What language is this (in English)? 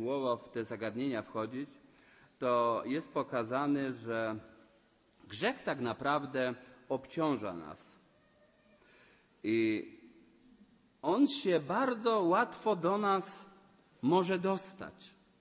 Polish